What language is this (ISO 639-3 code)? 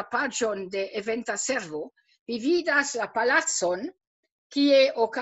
epo